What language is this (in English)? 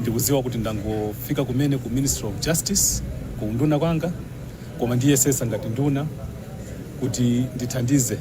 Nyanja